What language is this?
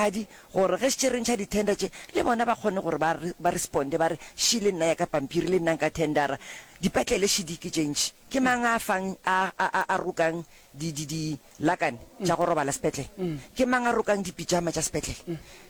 Northern Sotho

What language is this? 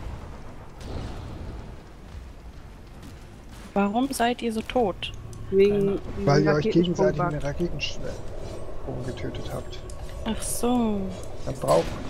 German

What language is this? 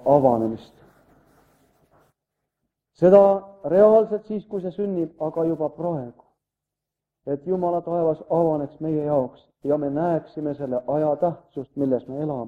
Estonian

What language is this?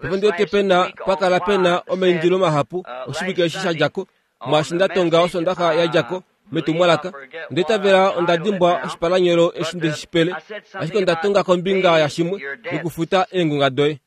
Kuanyama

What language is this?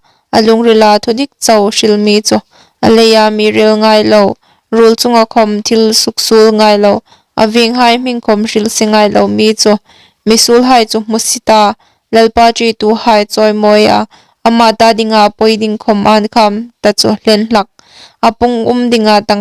Hmar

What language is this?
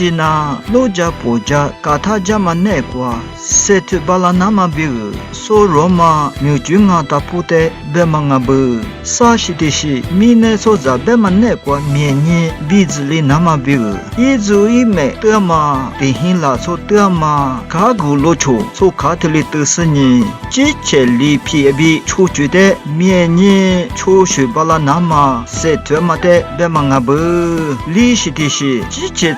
Lisu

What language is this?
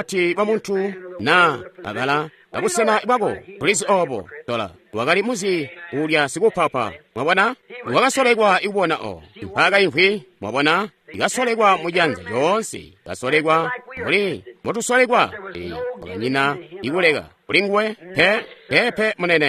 Tonga (Zambia)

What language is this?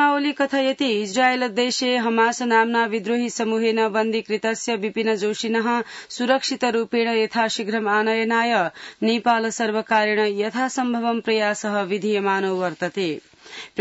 Sanskrit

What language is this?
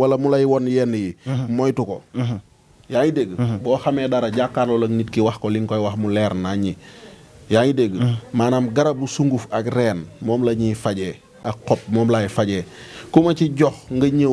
Wolof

